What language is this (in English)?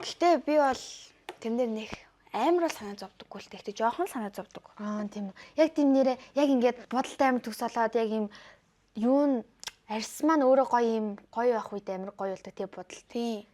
Mongolian